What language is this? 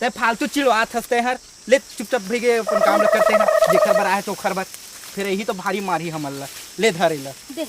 Chhattisgarhi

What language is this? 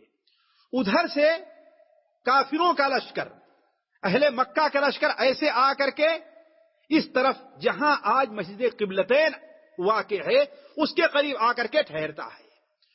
Urdu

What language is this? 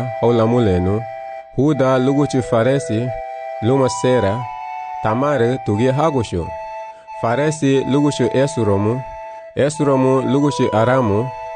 Garifuna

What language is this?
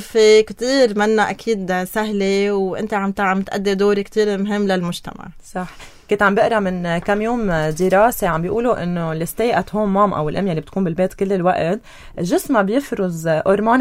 North Levantine Arabic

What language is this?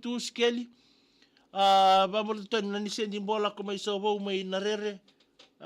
Fijian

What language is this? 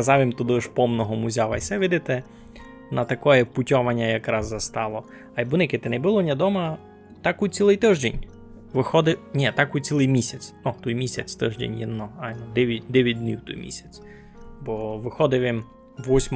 Rusyn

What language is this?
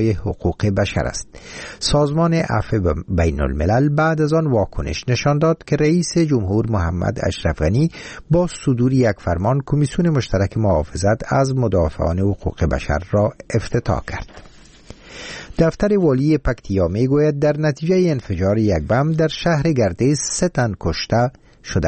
Persian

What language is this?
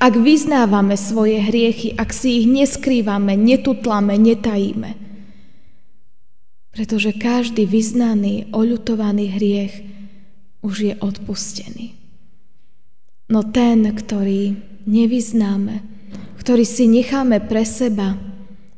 Slovak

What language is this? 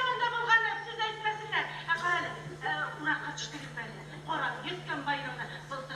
Tatar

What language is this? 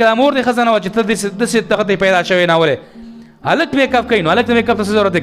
Pashto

